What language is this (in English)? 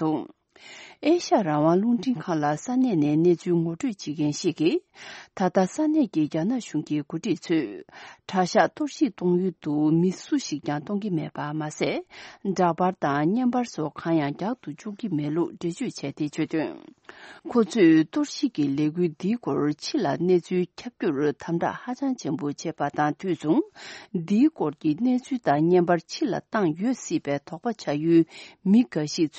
Tibetan